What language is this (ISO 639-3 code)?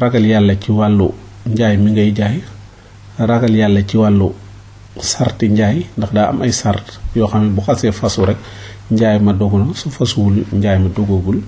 wol